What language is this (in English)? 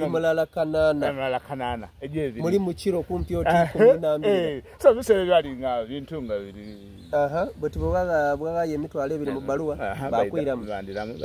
Soga